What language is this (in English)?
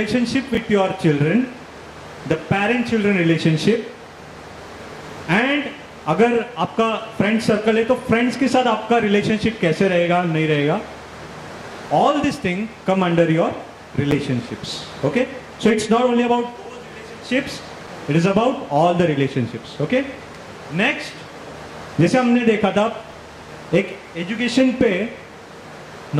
Hindi